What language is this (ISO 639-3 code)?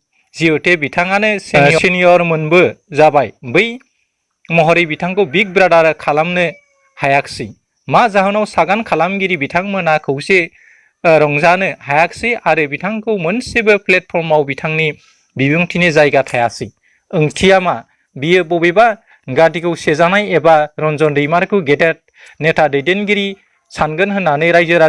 brx